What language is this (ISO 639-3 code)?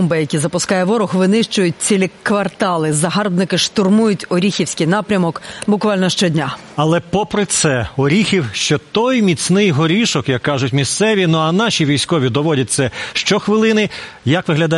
ukr